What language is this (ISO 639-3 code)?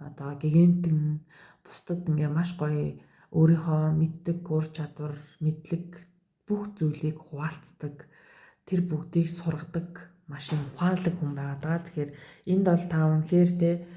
mon